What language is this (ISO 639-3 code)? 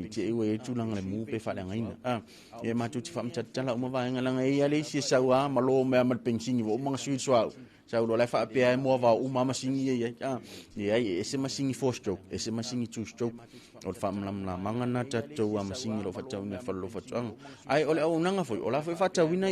smo